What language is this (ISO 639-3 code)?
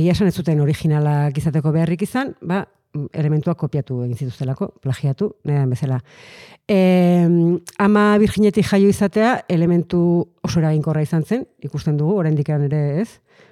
eus